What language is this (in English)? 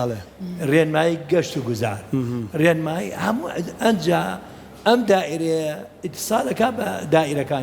Central Kurdish